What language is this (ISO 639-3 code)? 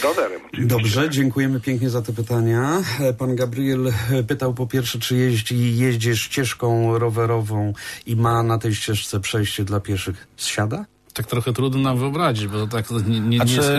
pol